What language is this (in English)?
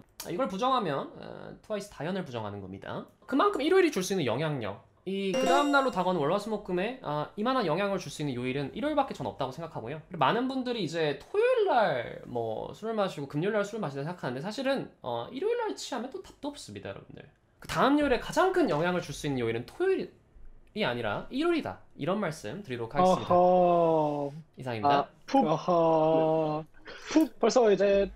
Korean